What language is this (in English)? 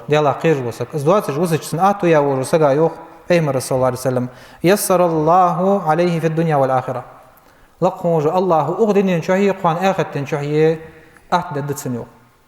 Ingush